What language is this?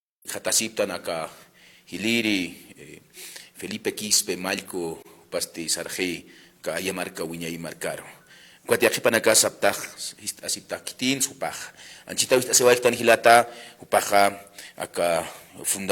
Aymara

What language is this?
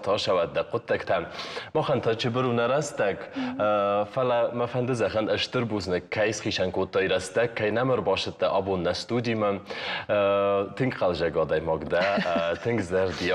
Ossetic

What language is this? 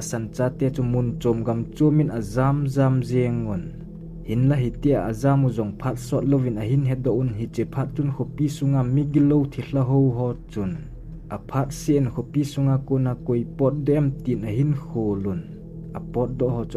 Thado Chin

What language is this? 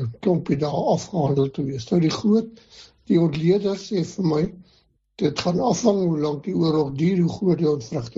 Afrikaans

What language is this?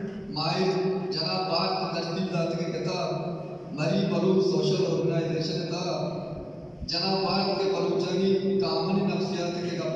Baluchi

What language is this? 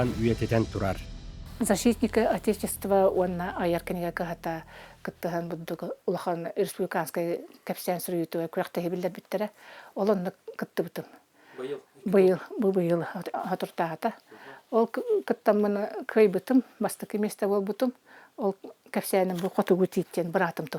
Yakut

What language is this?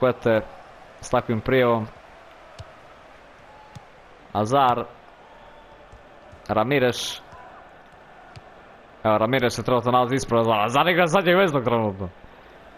Croatian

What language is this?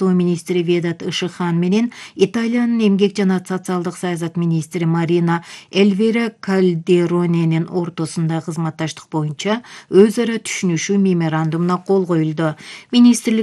Kyrgyz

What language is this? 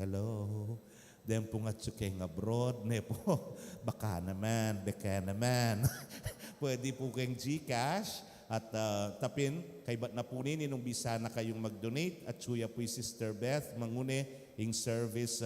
Pampanga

